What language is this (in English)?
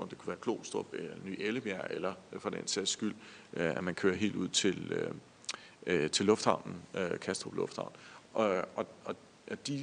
Danish